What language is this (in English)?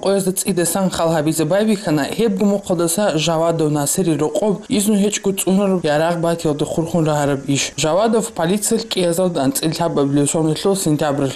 Avaric